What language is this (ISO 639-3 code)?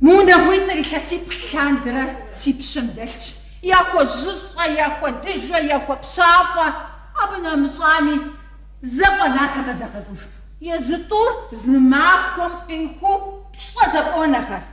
kbd